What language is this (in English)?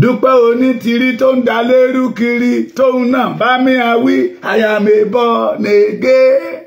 Yoruba